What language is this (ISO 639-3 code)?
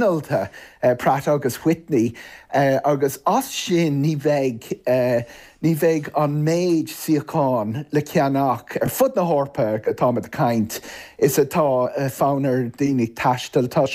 gle